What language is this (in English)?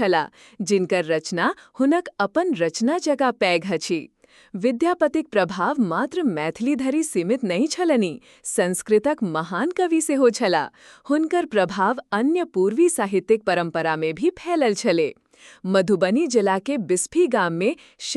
Maithili